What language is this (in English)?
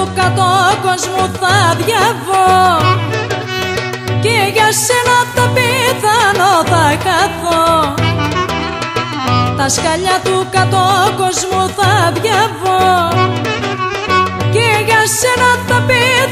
Greek